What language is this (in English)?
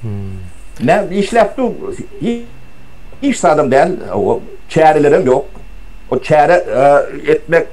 Turkmen